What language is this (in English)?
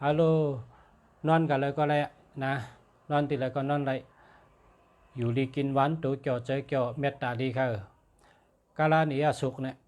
Shan